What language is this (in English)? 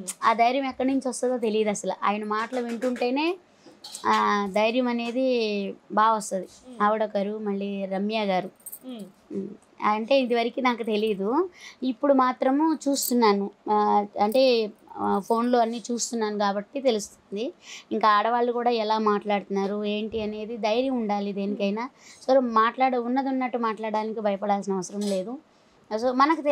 Telugu